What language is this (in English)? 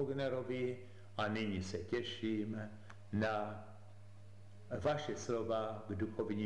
Czech